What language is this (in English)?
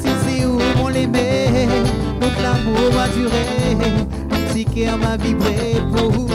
Réunion Creole French